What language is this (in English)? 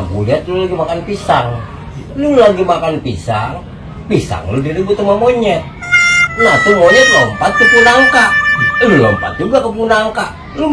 Betawi